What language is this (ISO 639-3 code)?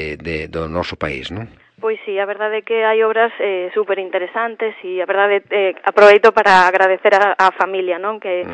glg